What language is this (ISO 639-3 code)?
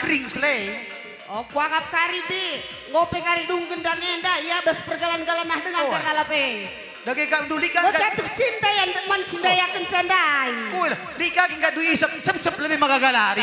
btx